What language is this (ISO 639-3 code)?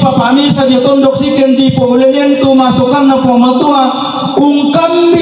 sda